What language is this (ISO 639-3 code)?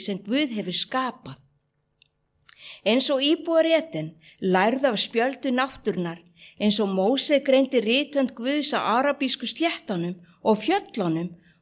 isl